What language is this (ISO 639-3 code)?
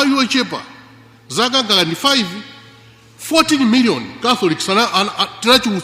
nya